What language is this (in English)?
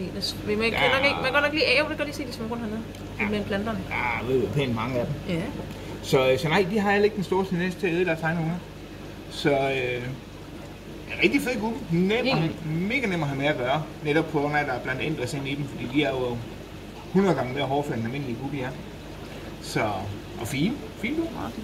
Danish